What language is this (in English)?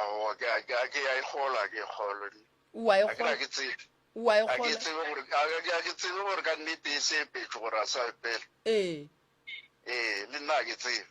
Northern Sotho